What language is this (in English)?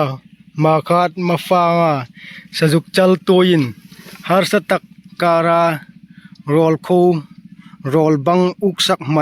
Hmar